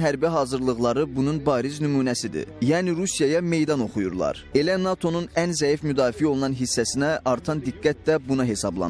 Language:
Azerbaijani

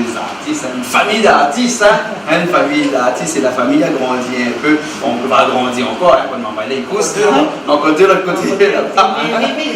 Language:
Réunion Creole French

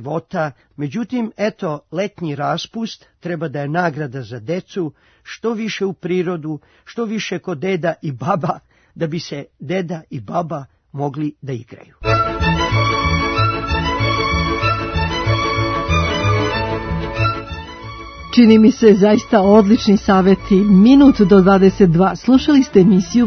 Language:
Serbian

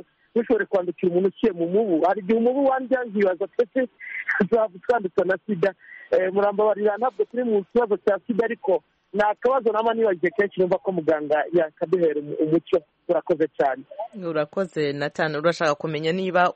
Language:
Kinyarwanda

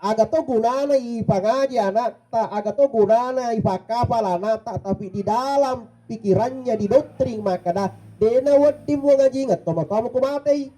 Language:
Buginese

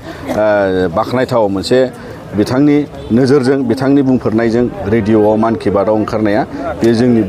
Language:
Bodo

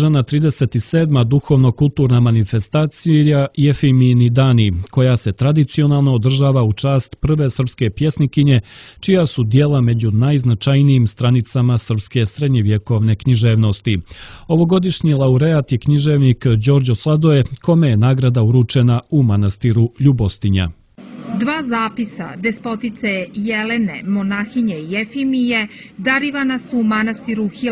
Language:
Serbian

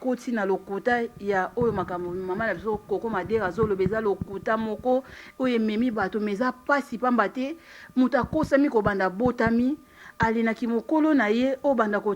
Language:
Lingala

